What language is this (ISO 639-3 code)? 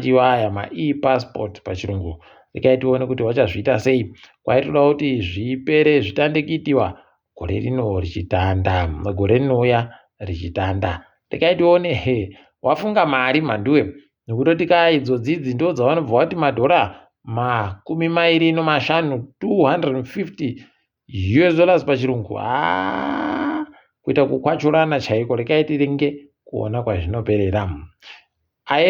ndc